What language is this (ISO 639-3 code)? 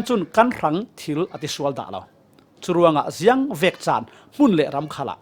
cfm